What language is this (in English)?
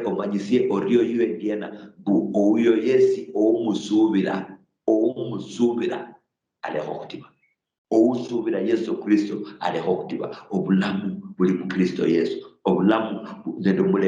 Luyia